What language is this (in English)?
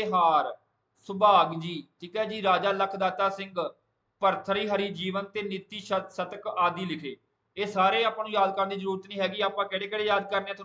Punjabi